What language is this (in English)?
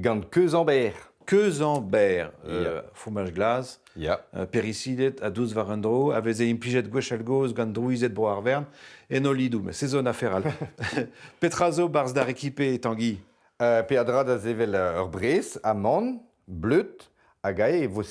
Breton